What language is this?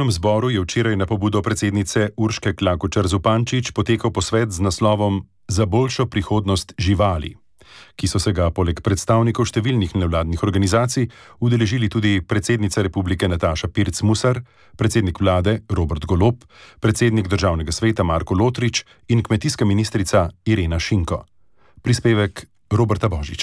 Slovenian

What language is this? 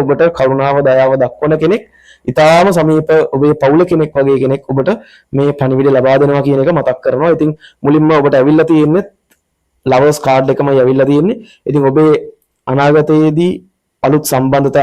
Sinhala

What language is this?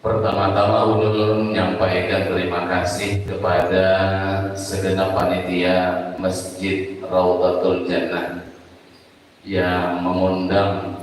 Banjar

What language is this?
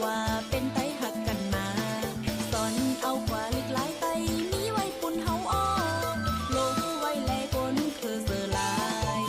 Shan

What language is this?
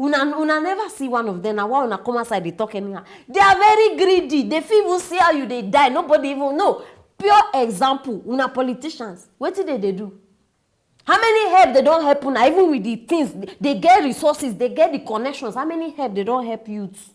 Nigerian Pidgin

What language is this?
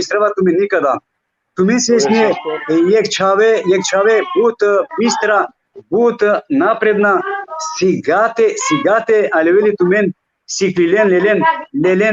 Balkan Romani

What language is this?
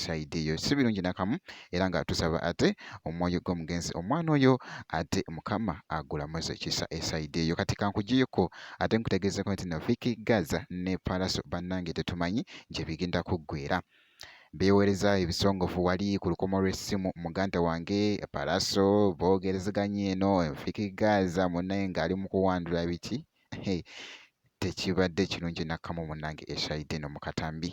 Ganda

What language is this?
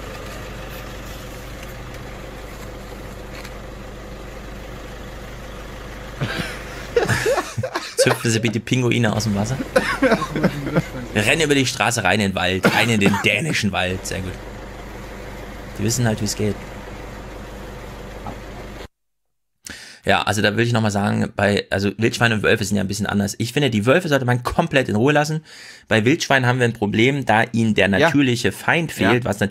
German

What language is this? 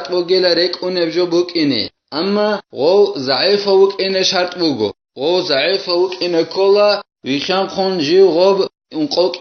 Avaric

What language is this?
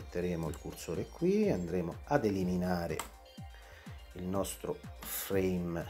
Italian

